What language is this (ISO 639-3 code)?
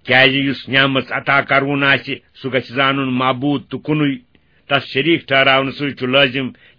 kas